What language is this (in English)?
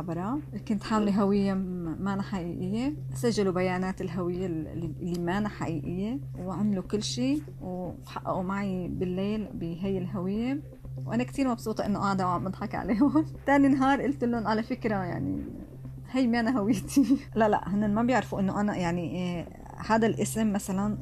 North Levantine Arabic